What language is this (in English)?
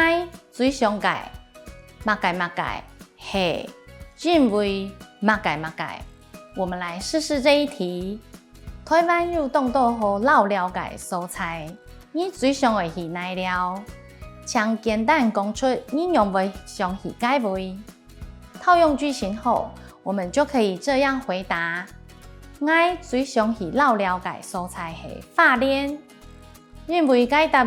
Hakka Chinese